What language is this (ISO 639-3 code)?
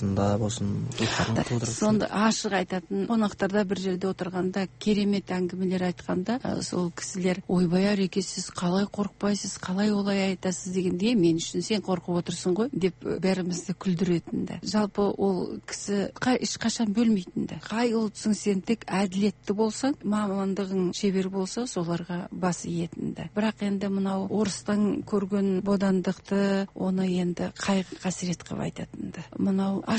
kaz